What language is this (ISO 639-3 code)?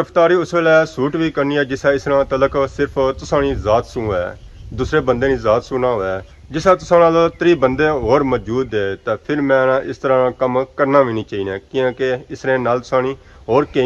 phr